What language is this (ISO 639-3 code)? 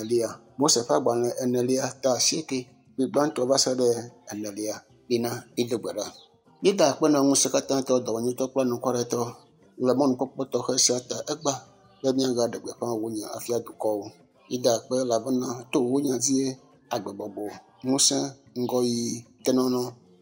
ewe